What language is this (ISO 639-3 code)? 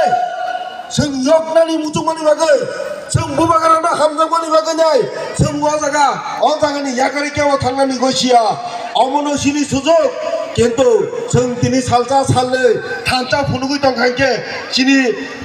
trp